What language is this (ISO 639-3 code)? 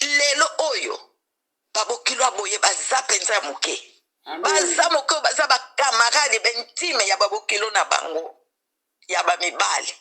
lin